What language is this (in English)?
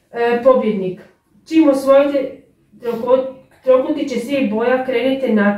Croatian